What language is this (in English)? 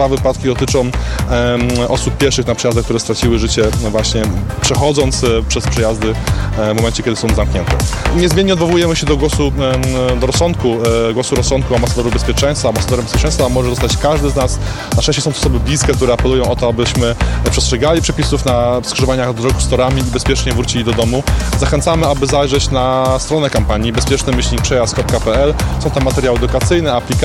Polish